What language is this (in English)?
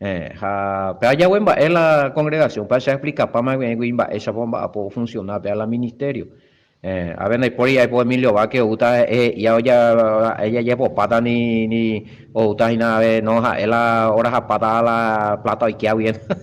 Guarani